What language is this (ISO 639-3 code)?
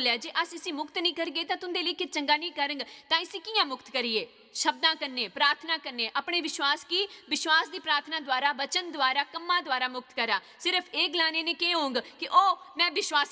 doi